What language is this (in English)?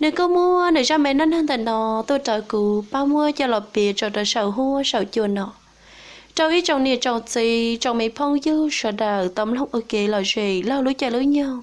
Hmong